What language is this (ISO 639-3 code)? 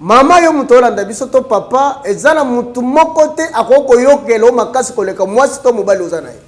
lin